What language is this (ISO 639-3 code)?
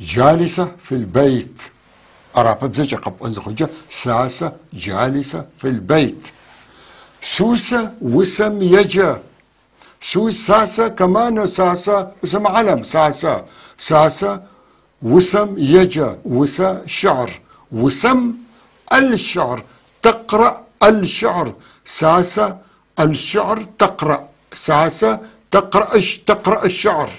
apc